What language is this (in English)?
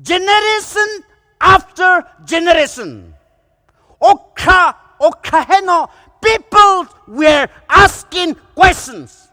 Poumei Naga